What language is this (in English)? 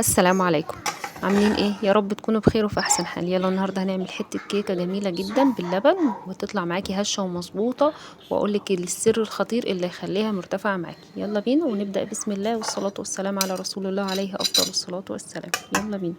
Egyptian Arabic